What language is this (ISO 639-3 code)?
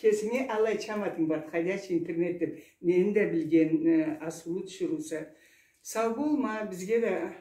krc